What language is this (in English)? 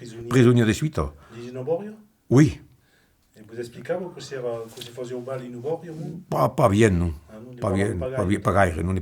Occitan